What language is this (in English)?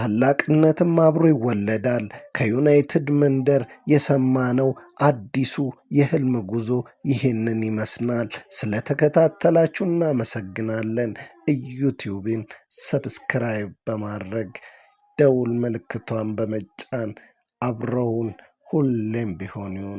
Amharic